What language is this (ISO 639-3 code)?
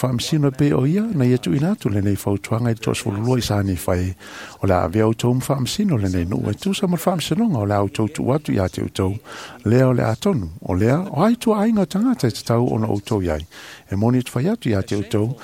smo